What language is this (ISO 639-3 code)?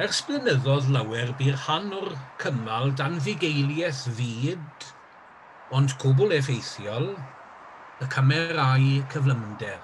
cym